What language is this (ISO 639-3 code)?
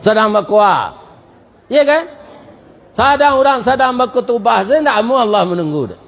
min